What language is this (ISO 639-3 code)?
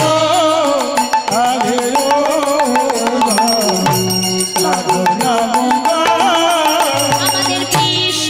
ben